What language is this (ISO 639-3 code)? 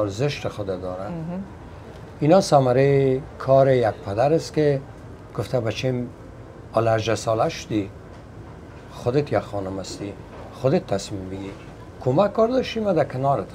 fas